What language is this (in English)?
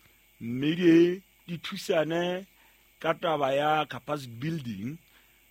Southern Sotho